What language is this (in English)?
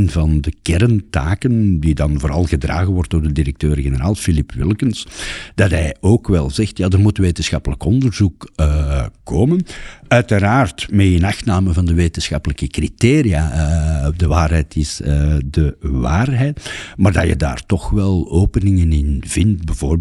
Dutch